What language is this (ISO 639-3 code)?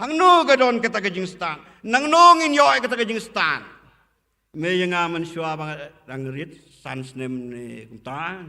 kha